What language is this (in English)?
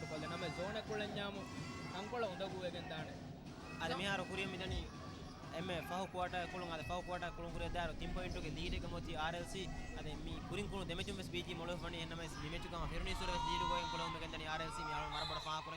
Divehi